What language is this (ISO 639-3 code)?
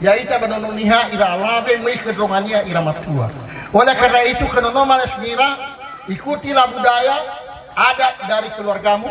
nia